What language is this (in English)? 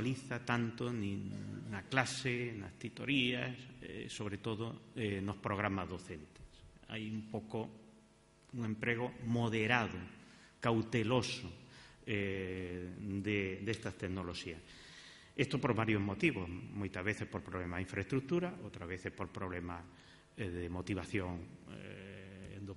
Galician